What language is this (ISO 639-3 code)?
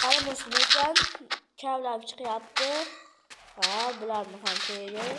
uzb